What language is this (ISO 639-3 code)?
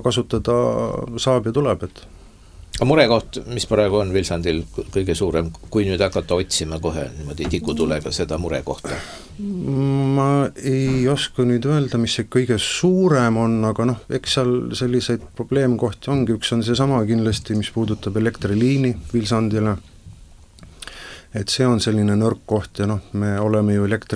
est